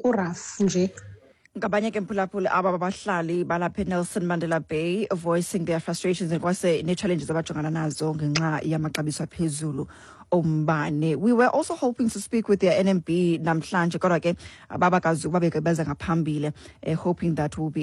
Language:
Xhosa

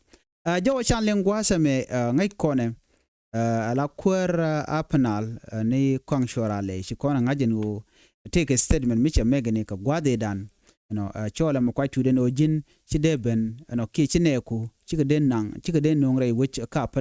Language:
Nuer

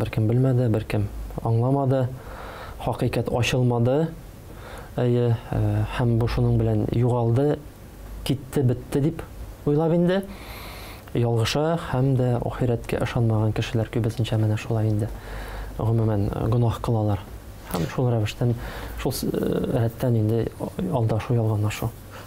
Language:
Tatar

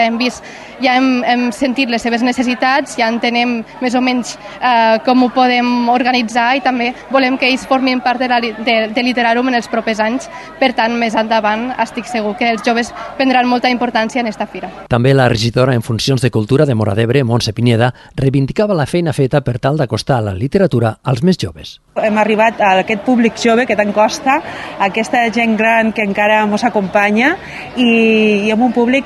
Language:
Catalan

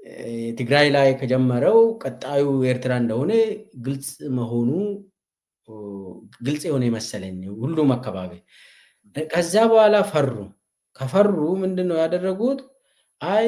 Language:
Amharic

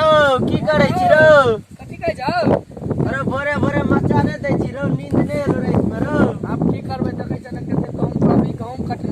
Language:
Maithili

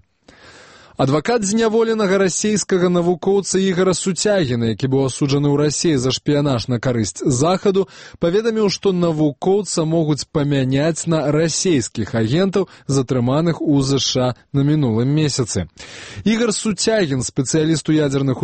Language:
Belarusian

